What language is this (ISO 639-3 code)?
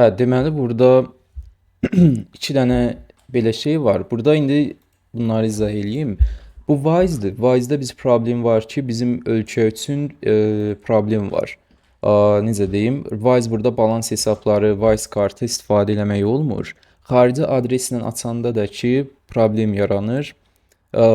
aze